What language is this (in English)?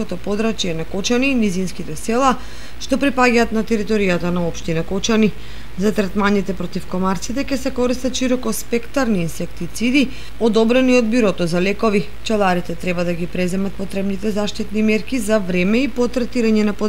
Macedonian